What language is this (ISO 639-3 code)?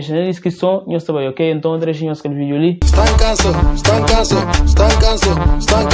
kea